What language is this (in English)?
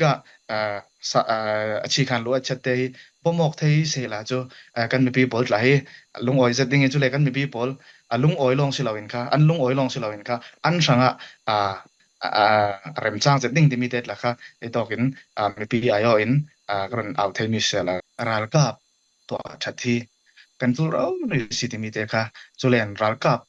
Falam Chin